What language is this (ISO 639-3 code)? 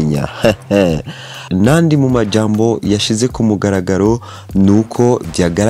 run